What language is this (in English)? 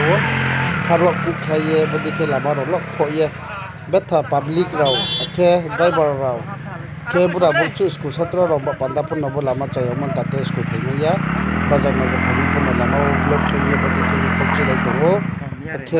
Riang (India)